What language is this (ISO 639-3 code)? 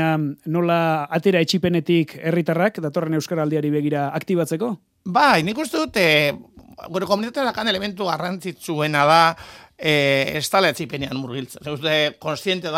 eus